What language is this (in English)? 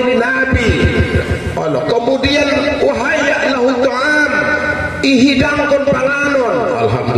Batak Mandailing